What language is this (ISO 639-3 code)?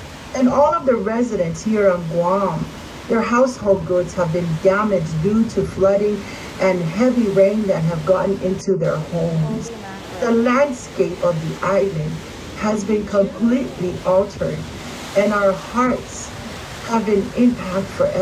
eng